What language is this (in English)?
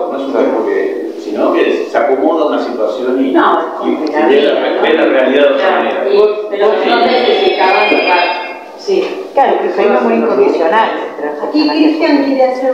Spanish